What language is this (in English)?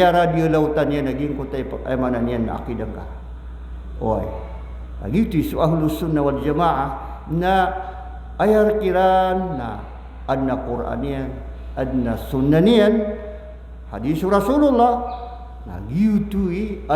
Maranao